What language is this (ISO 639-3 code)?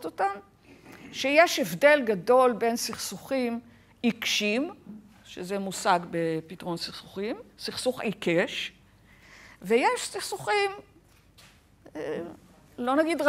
heb